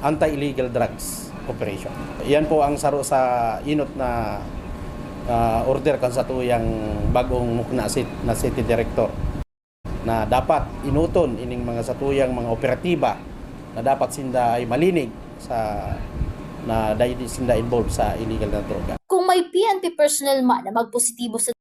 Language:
Bikol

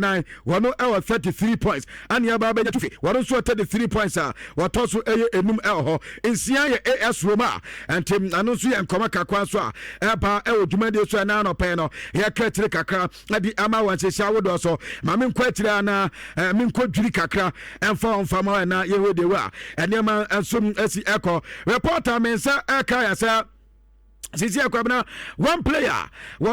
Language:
Akan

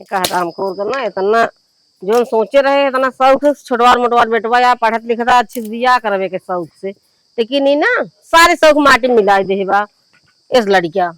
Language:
Awadhi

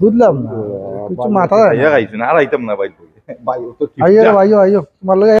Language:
Sylheti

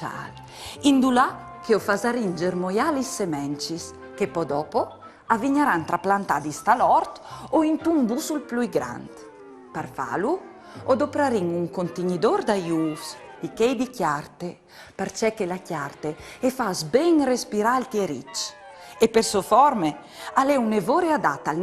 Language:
Friulian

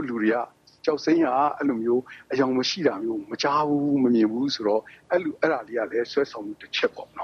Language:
Burmese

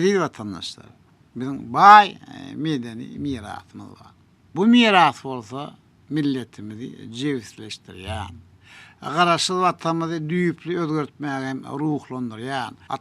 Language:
Turkmen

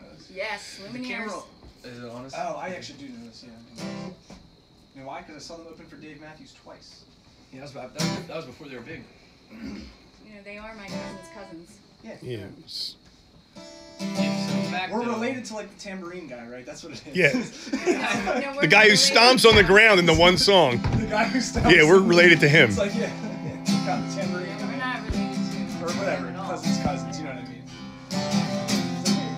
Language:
English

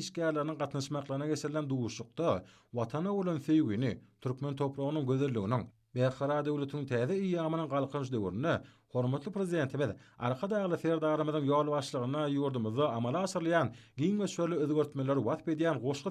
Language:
Turkmen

